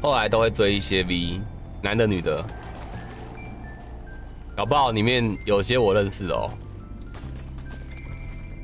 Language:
Chinese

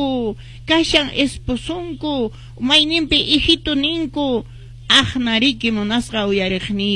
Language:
Quechua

